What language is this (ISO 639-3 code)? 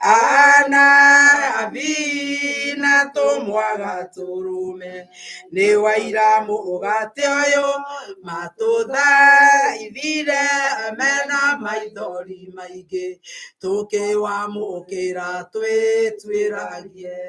kik